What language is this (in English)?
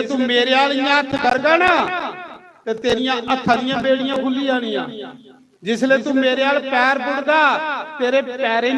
Dogri